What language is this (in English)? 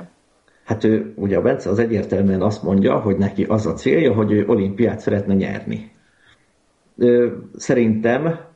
Hungarian